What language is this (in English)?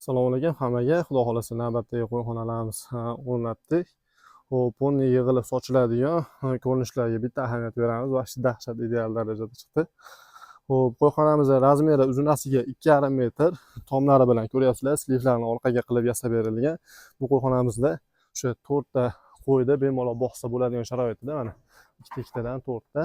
Uzbek